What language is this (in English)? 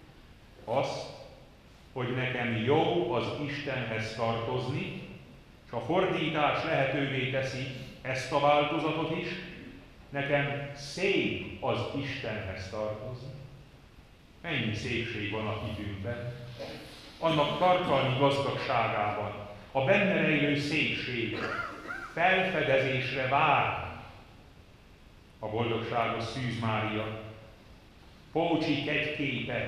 Hungarian